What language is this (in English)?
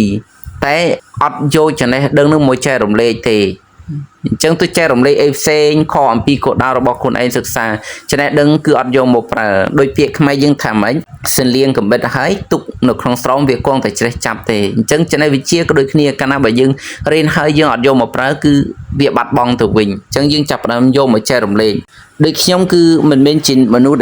Khmer